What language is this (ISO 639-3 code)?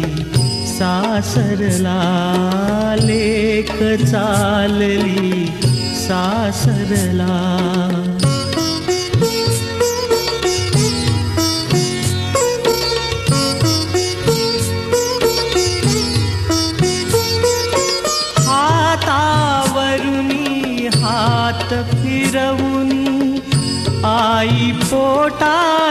mar